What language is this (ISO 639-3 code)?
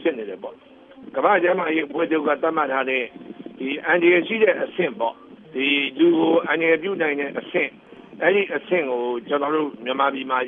mya